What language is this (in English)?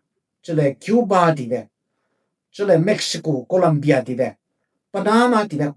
Falam Chin